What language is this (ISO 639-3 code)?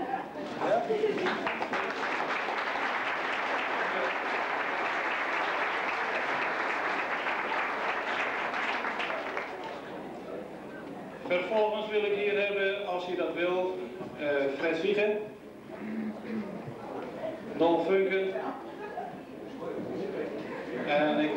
nld